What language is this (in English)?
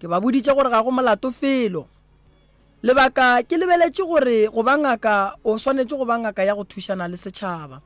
Northern Sotho